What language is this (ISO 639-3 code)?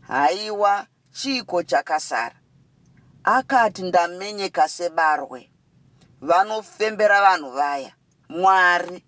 sna